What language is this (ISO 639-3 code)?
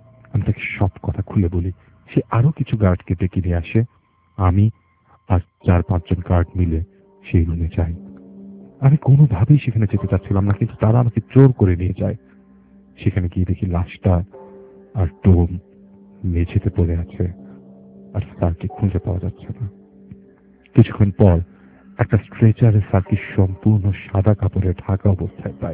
ben